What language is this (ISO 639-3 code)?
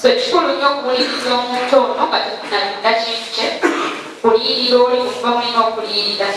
lug